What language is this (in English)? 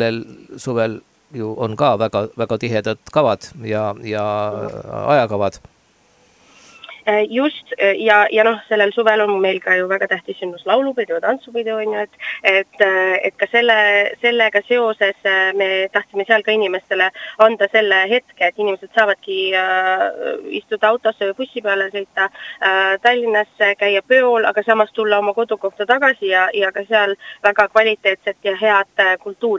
Estonian